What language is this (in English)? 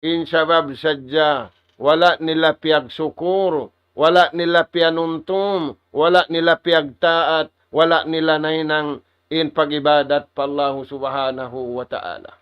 Tausug